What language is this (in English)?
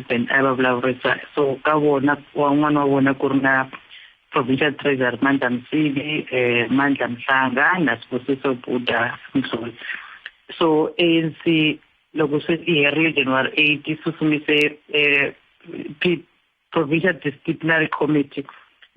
Tsonga